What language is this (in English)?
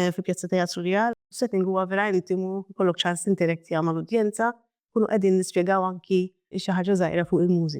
Maltese